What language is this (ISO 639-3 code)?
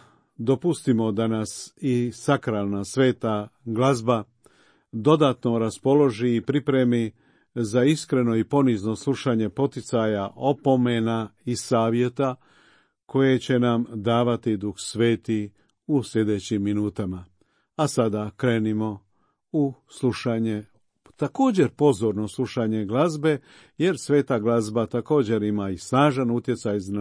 hrv